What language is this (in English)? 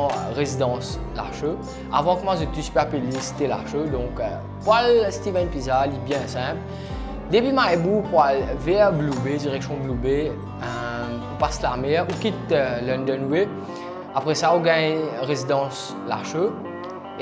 Morisyen